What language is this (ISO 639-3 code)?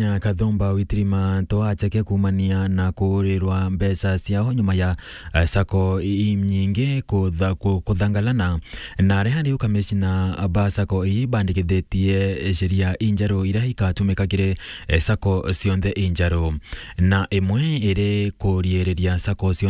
mer